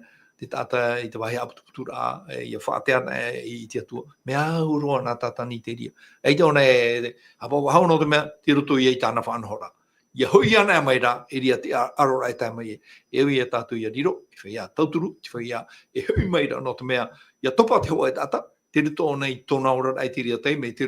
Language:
Tahitian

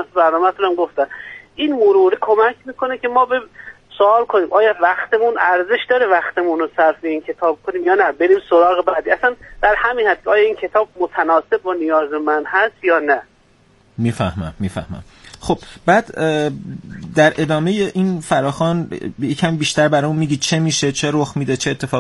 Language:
Persian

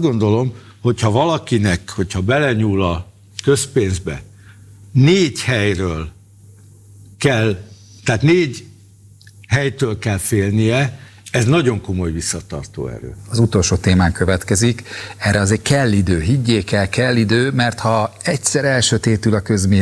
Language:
Hungarian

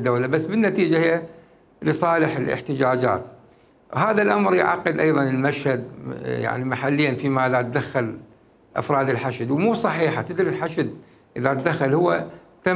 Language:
Mesopotamian Arabic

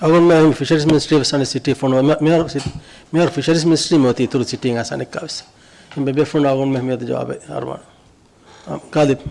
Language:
Divehi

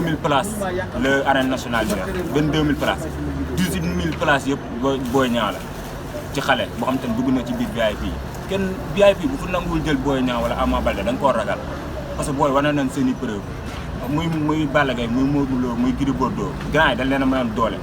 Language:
Wolof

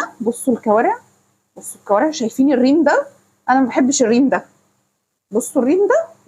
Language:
Egyptian Arabic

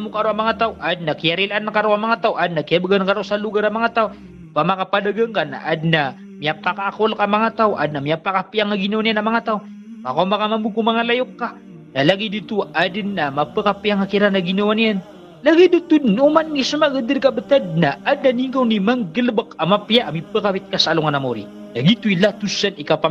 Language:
Maranao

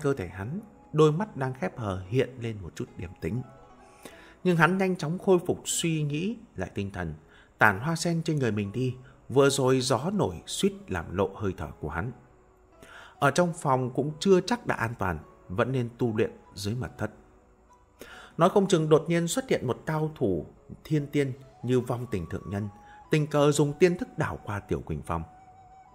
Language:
Vietnamese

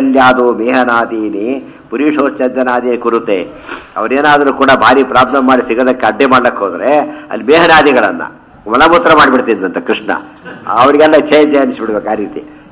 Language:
Kannada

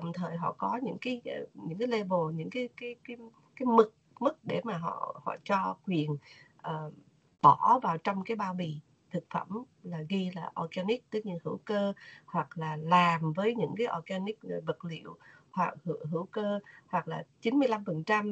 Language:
Vietnamese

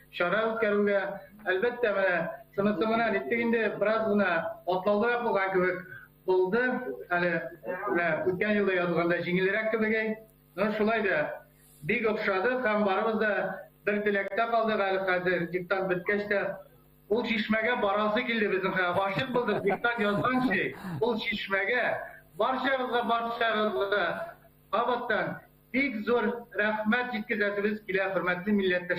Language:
Bashkir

